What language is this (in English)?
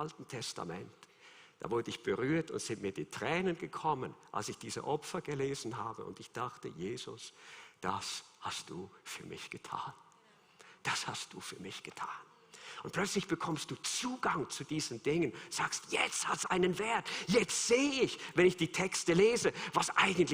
Swiss German